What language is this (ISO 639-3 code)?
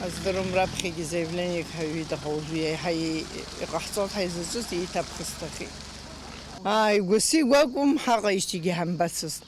abk